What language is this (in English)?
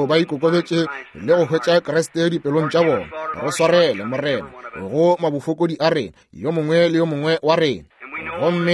Northern Sotho